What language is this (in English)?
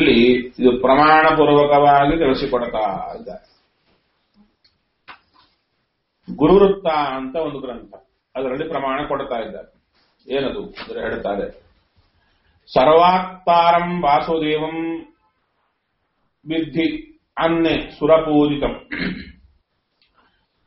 Kannada